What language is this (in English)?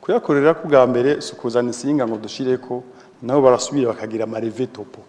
Rundi